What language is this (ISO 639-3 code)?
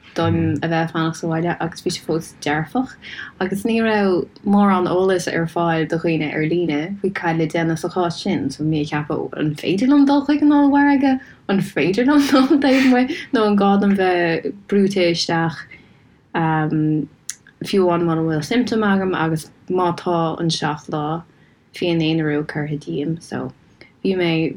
gle